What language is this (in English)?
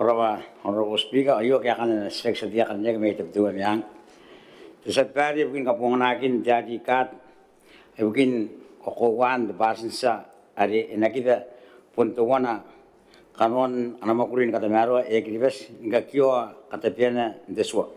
Gilbertese